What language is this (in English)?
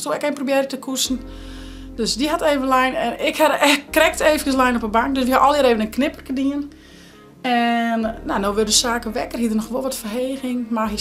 Western Frisian